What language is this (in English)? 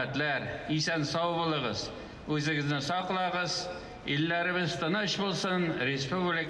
Tatar